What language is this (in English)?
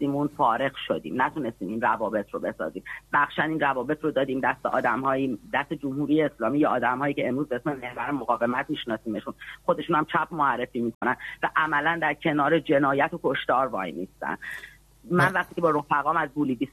Persian